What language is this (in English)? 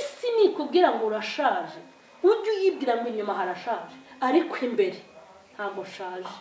Kinyarwanda